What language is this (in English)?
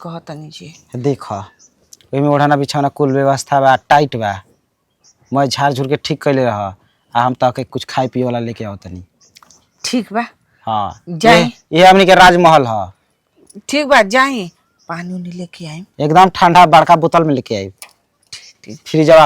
Bhojpuri